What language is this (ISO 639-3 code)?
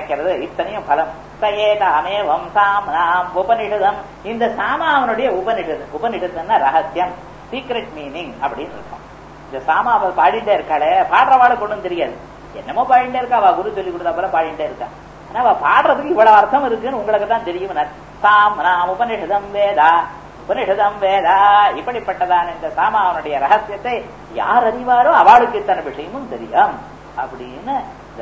tam